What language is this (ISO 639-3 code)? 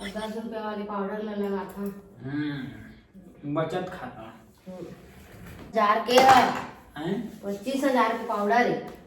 hne